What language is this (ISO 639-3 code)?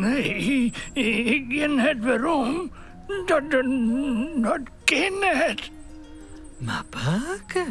fry